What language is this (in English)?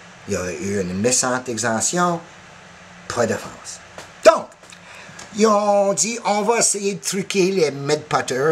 French